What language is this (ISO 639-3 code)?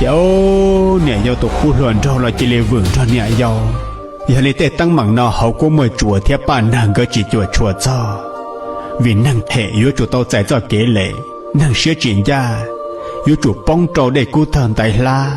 hmn